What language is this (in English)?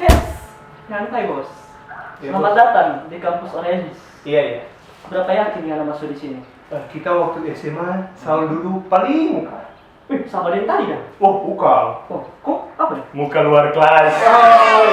Manado Malay